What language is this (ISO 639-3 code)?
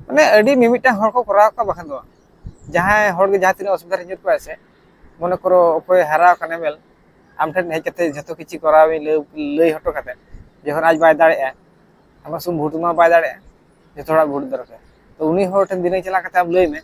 sat